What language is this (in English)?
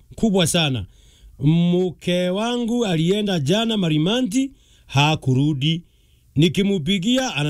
Meru